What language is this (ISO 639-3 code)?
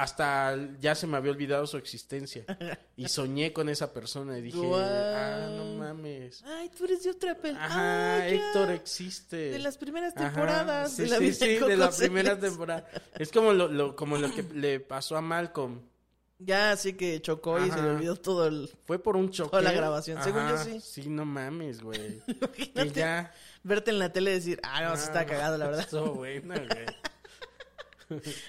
spa